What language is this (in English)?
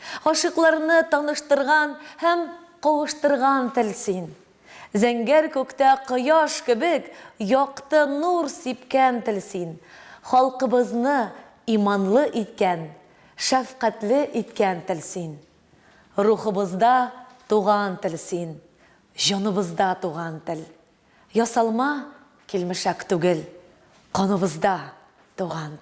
Tatar